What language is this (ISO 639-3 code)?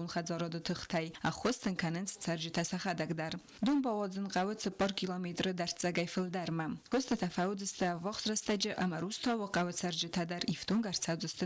oss